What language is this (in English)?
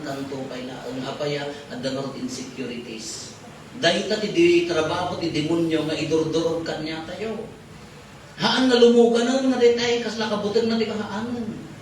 Iloko